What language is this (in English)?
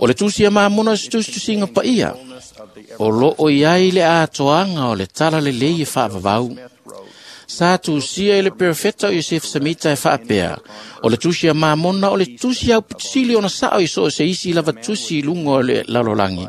Samoan